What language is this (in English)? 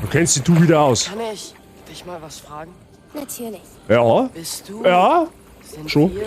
Bavarian